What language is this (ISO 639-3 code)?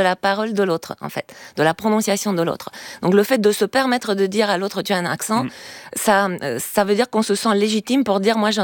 fra